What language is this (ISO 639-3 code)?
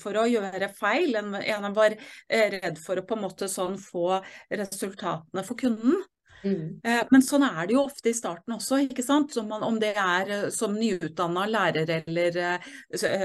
nor